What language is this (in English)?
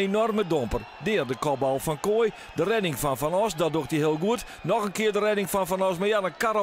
Western Frisian